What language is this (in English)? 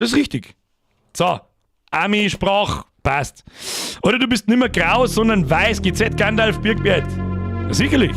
Bavarian